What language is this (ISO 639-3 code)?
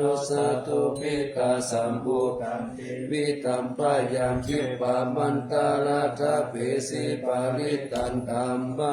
pli